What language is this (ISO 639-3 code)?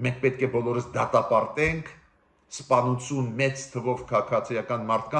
hye